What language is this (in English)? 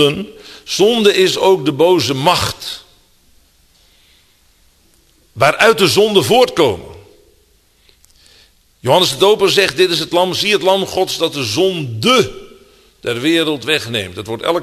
Dutch